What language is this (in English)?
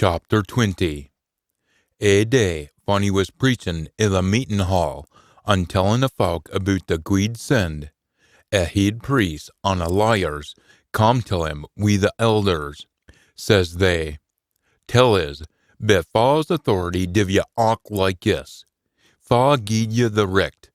Scots